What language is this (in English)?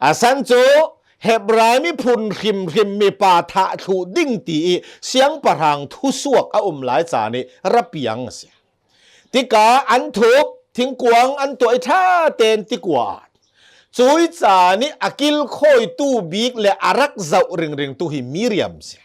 Hakha Chin